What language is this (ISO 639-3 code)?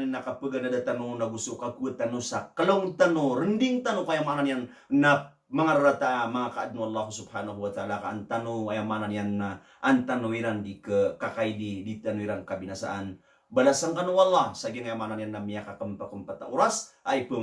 mrw